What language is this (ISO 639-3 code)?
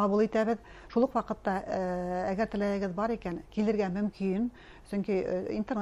bak